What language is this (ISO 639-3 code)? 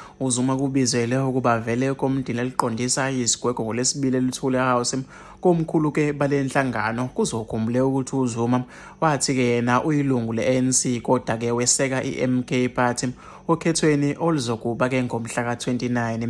zul